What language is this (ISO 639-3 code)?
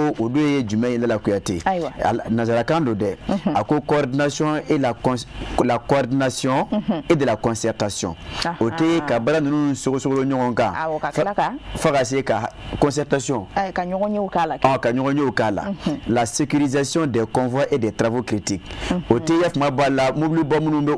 bam